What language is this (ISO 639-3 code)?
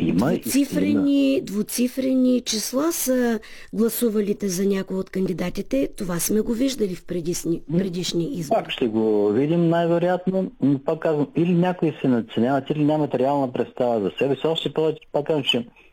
bul